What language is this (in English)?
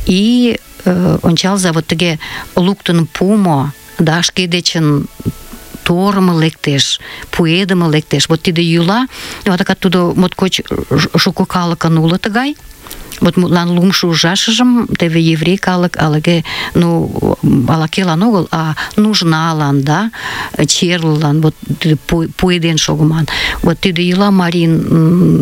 Mari